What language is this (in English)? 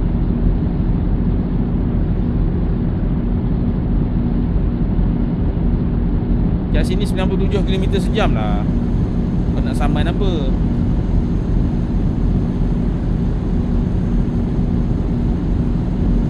Malay